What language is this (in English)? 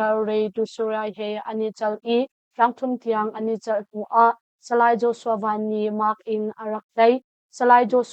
Hakha Chin